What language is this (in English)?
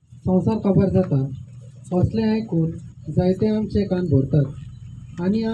Konkani